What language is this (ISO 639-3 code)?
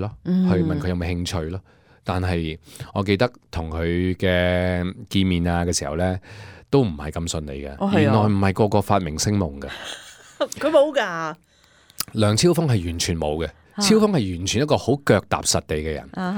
yue